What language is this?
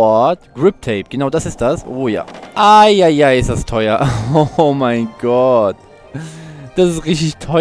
German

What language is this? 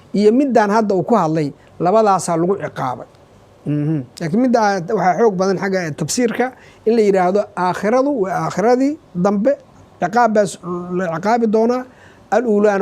Somali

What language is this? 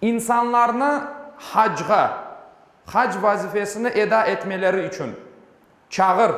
Crimean Tatar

